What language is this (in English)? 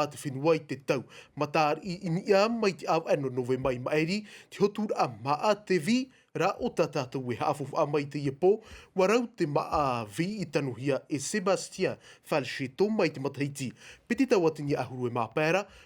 Tahitian